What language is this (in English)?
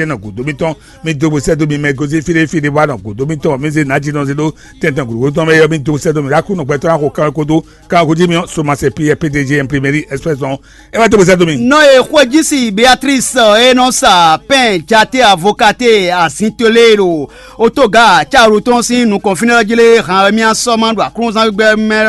Fon